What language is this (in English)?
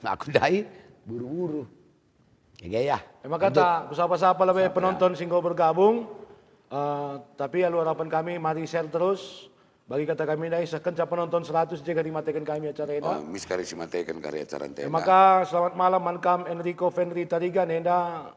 Batak Karo